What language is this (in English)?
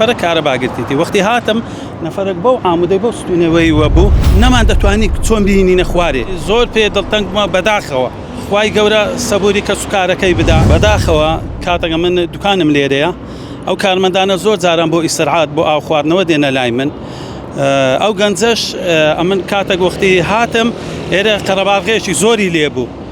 Central Kurdish